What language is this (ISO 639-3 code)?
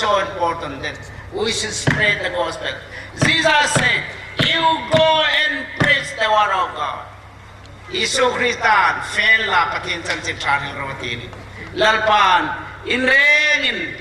hmr